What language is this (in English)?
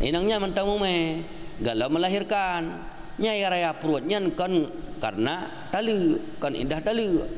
Achinese